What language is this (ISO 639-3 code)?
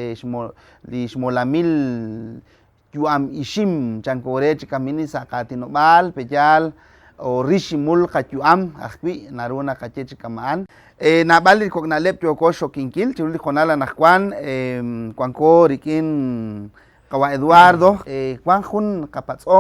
kek